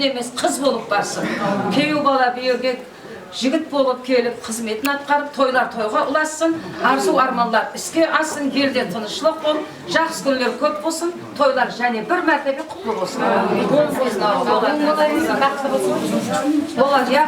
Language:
Kara-Kalpak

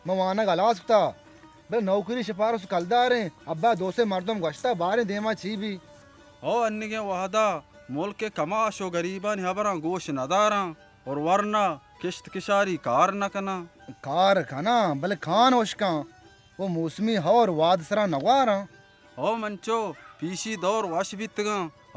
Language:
Baluchi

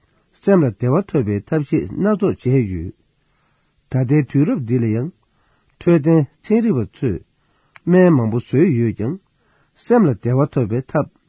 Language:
Tibetan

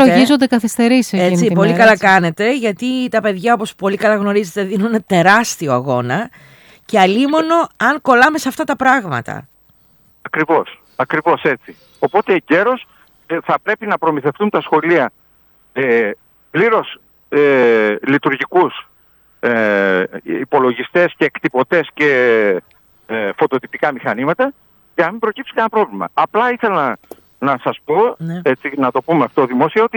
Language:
Greek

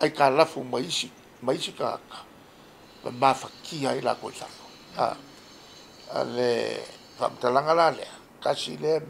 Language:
Samoan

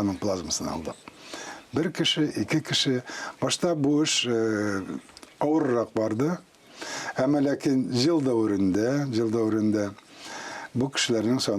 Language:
Tatar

